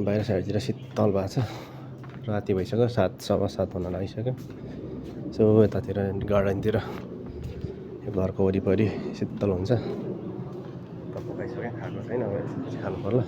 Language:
Nepali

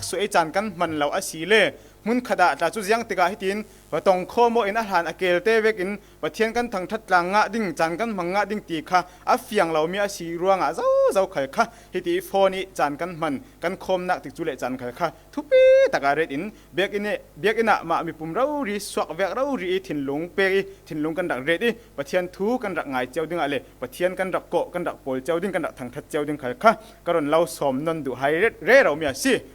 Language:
Falam Chin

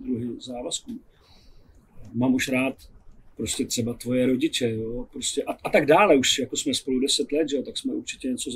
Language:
Czech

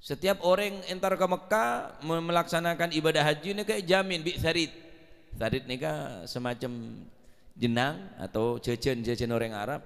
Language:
Madurese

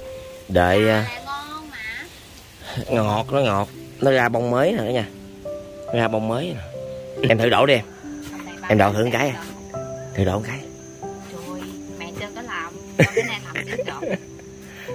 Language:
Vietnamese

